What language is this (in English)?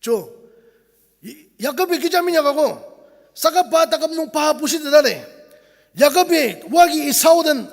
Ao Naga